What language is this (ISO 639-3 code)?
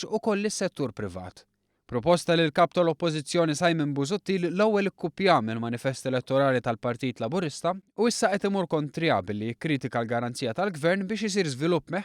mlt